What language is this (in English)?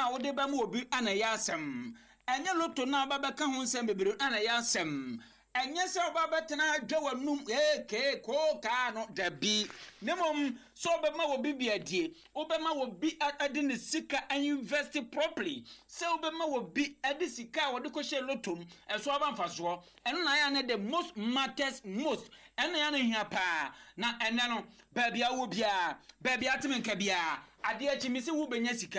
Akan